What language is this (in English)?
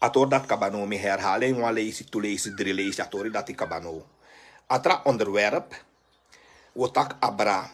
Sranan Tongo